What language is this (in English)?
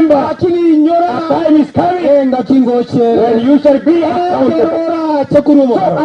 Gusii